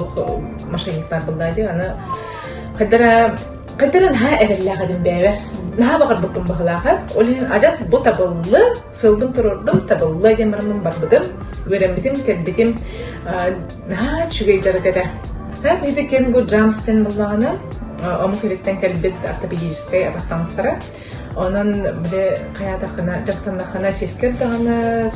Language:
Yakut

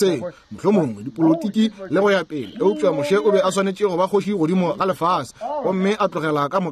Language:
Northern Sotho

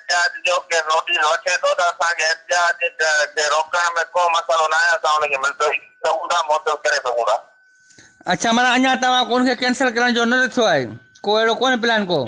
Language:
Sindhi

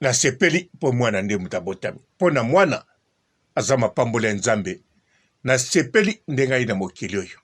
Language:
Lingala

